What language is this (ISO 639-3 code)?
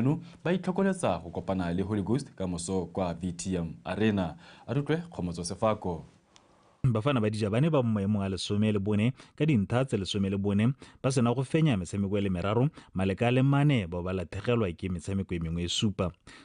tsn